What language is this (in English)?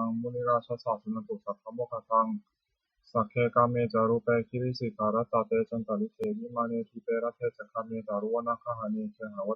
Pali